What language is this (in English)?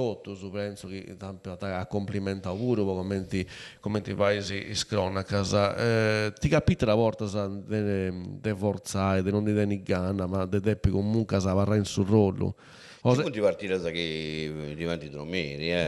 Sardinian